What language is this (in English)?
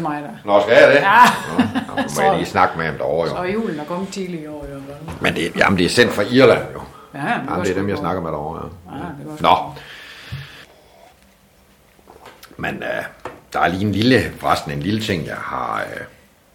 Danish